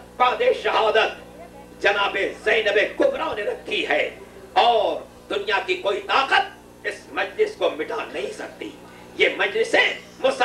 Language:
Urdu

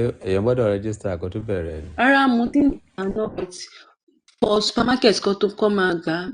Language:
Yoruba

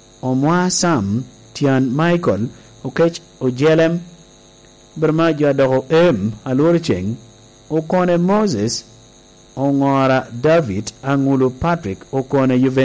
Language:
Lango (Uganda)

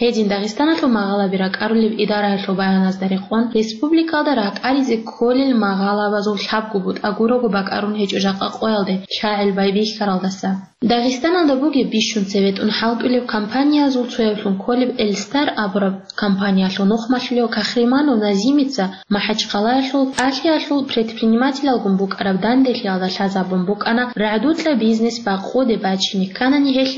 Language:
Avaric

